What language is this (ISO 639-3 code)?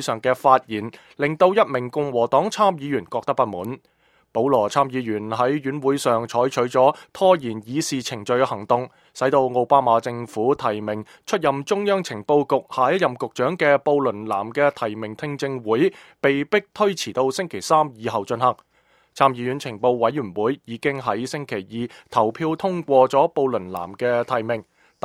yue